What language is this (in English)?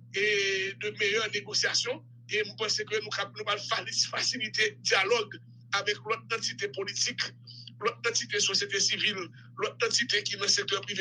Haitian Creole